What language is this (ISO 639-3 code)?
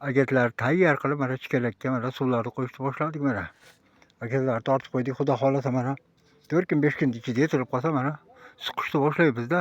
uzb